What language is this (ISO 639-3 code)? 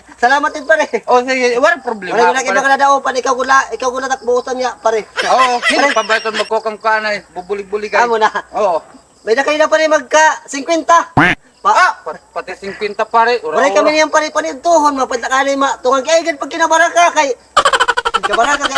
war